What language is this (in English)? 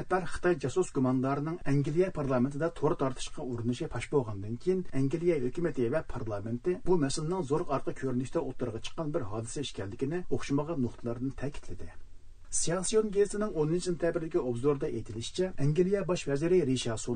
Uyghur